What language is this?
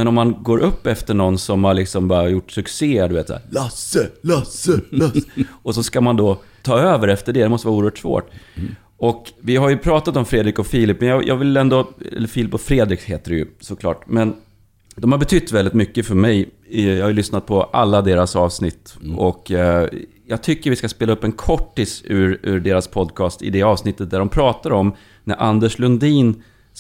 Swedish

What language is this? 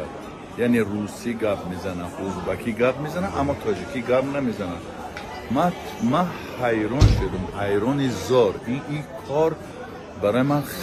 Tajik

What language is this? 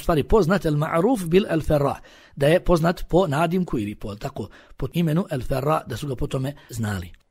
Bosnian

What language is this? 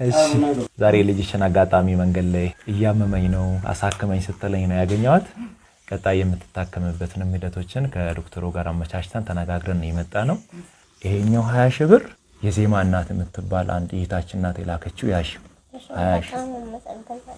Amharic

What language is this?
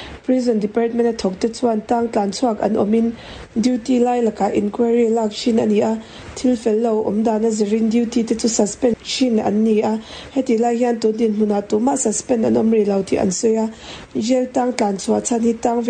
Mizo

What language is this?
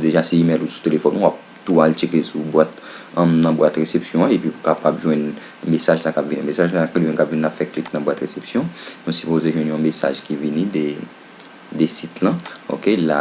Haitian Creole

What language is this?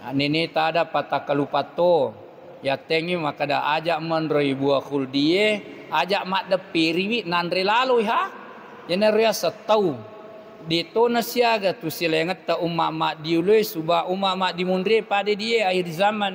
Buginese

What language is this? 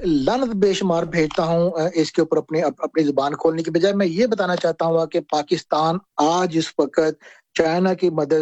Urdu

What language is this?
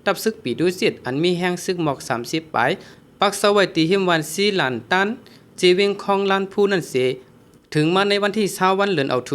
Shan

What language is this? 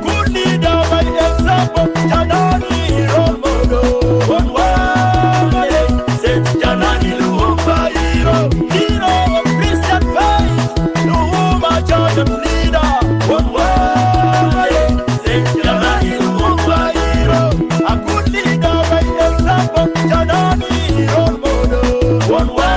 Acoli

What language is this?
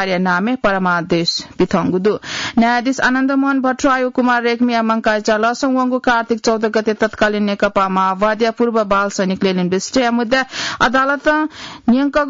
Newari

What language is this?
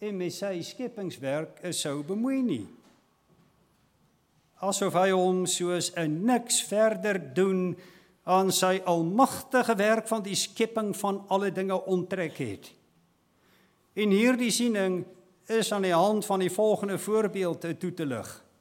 Afrikaans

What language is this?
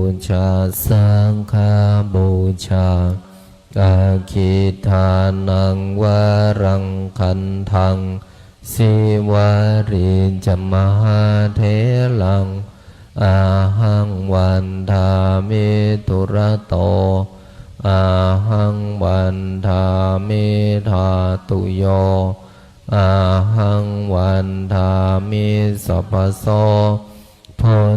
Pali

